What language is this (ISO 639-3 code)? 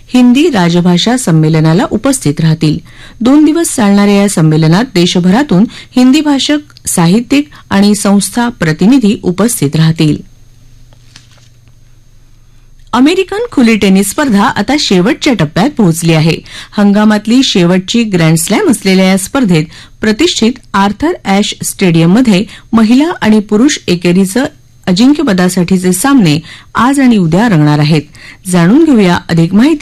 mar